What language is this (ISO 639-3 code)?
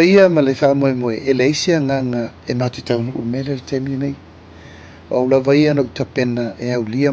smo